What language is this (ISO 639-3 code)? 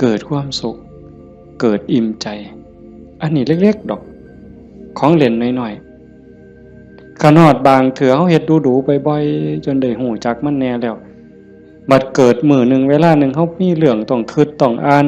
tts